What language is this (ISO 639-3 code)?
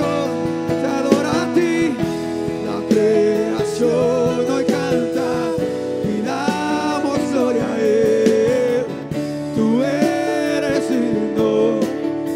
spa